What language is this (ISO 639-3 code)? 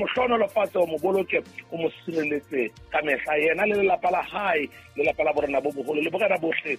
sot